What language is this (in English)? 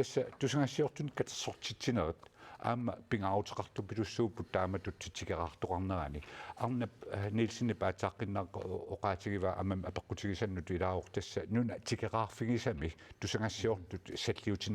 Kalaallisut